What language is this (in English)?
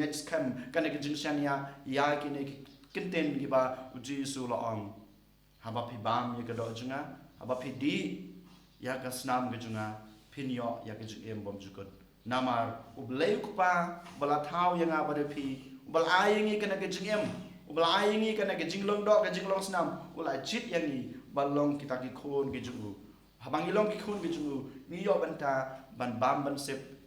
Khasi